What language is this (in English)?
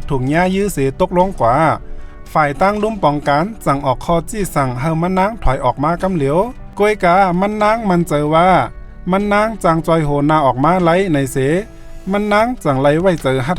Shan